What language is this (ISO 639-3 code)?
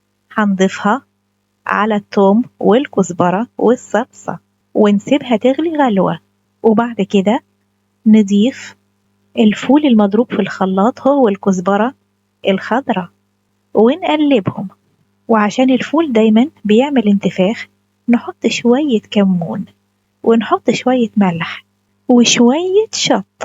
arz